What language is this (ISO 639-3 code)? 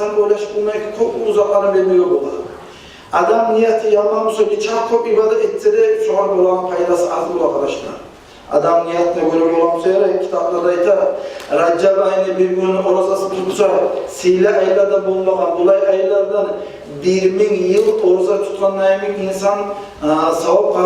kum